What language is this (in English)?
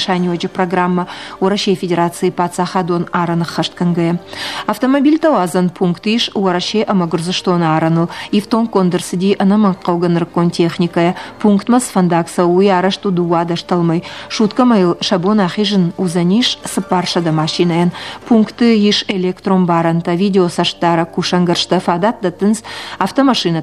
Ossetic